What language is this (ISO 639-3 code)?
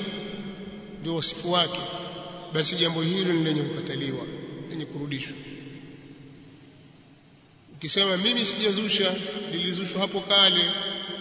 swa